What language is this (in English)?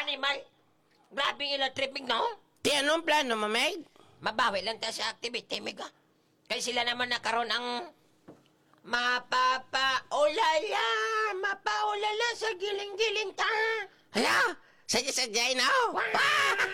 Hiligaynon